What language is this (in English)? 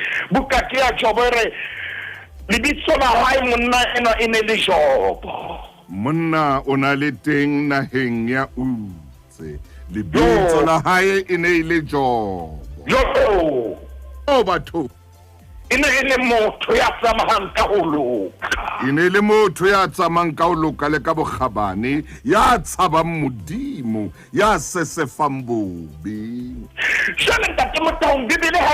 Southern Sotho